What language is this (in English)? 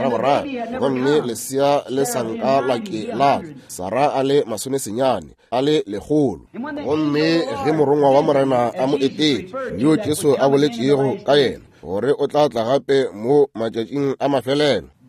Northern Sotho